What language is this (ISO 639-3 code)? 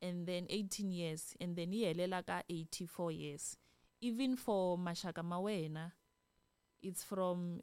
tso